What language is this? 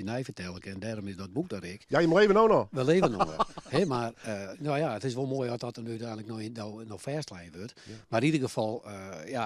Western Frisian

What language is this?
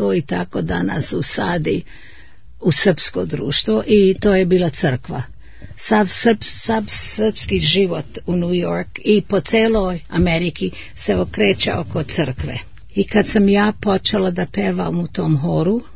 Serbian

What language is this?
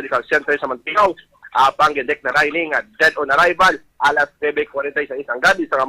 Hiligaynon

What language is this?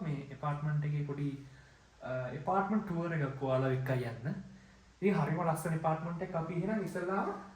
Sinhala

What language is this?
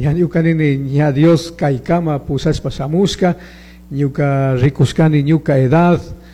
Chimborazo Highland Quichua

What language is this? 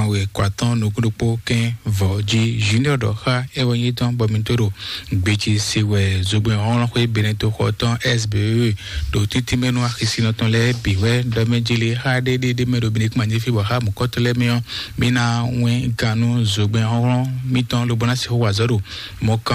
Fon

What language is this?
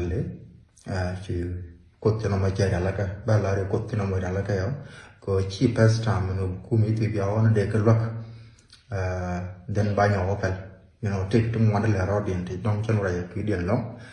Nuer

